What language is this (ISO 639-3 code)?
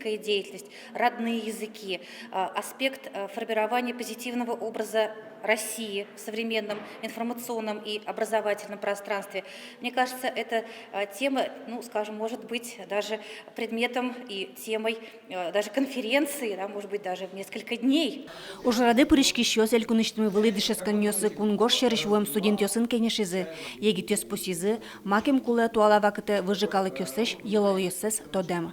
udm